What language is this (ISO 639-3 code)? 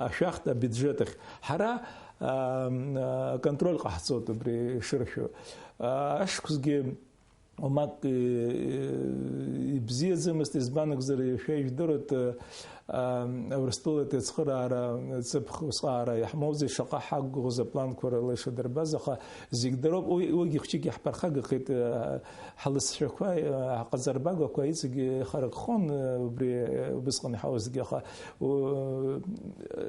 abk